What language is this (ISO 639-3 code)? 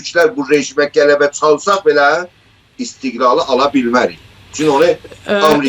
azb